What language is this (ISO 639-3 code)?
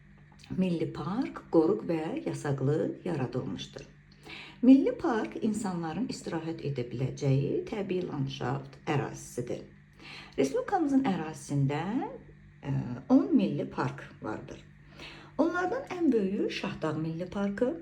aze